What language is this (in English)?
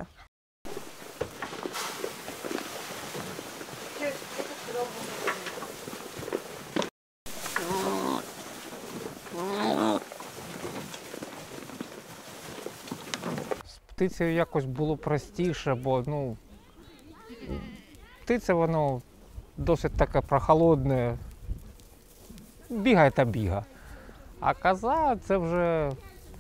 Ukrainian